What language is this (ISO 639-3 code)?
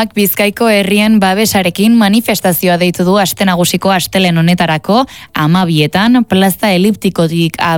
eus